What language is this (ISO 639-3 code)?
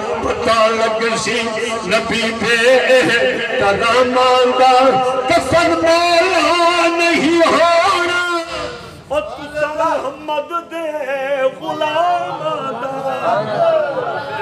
skr